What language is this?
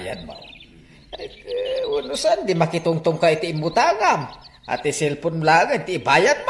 Iloko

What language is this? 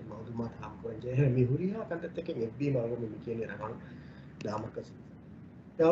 Divehi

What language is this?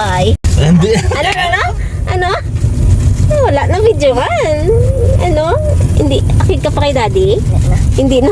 Hiligaynon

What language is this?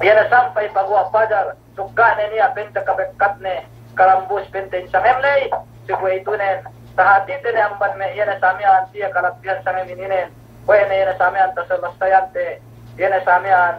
Yakan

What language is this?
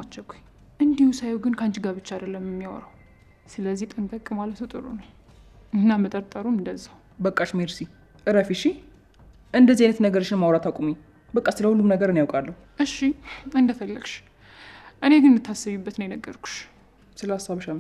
Amharic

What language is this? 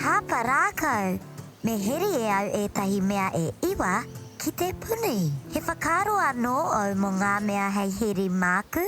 Māori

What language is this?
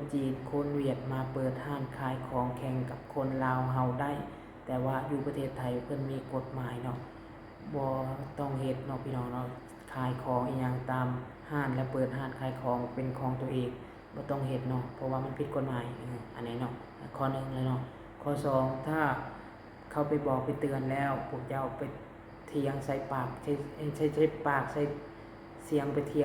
Lao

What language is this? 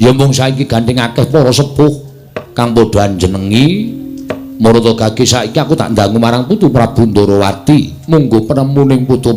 Javanese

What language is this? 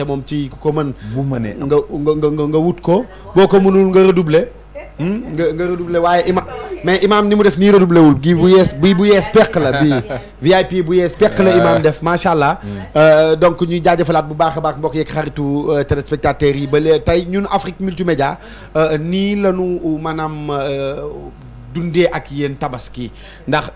Wolof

